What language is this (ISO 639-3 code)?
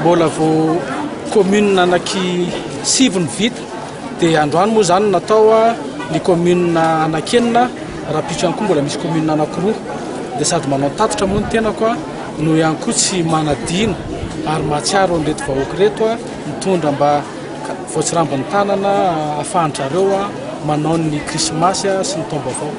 mlg